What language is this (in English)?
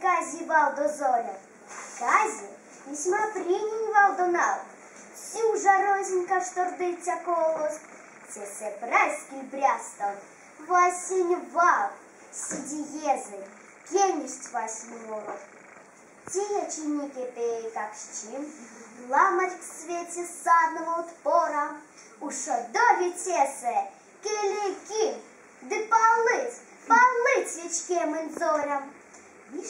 Erzya